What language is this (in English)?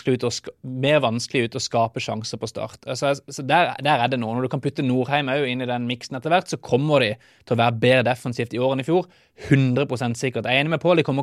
Norwegian